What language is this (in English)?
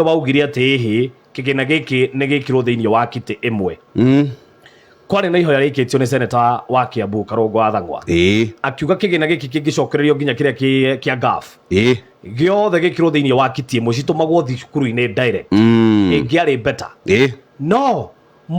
Kikuyu